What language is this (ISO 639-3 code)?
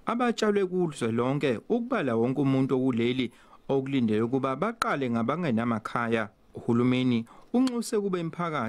zul